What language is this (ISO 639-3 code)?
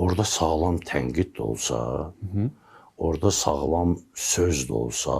aze